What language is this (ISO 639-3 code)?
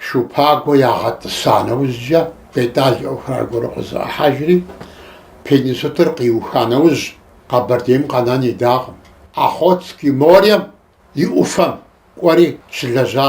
kbd